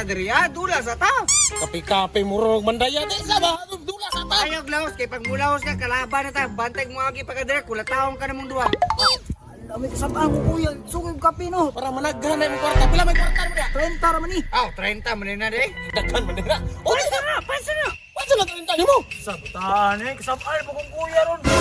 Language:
Cebuano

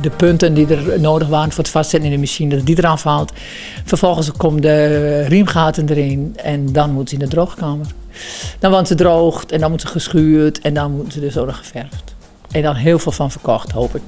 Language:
Western Frisian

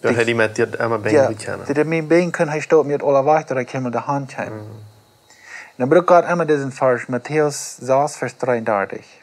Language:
Plautdietsch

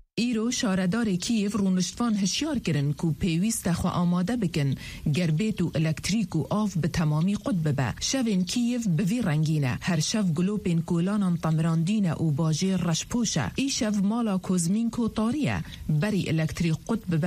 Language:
Kurdish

